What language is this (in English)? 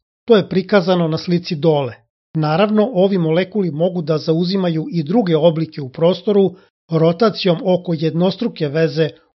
Serbian